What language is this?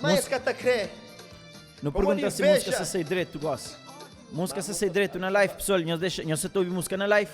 Kabuverdianu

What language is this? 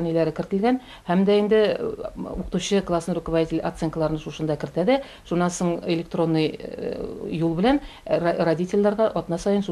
Tatar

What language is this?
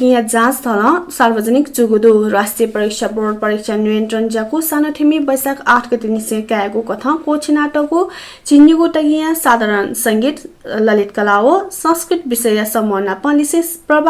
Newari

